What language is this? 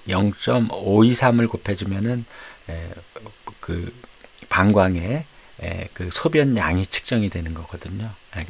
Korean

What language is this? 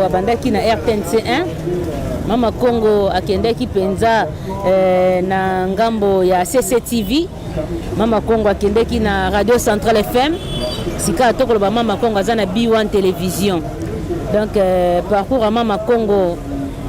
Lingala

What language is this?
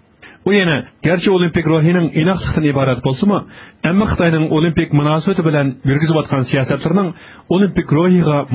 Uyghur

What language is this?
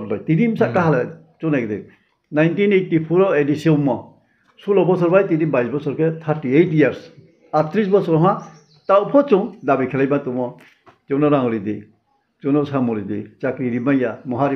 Riang (India)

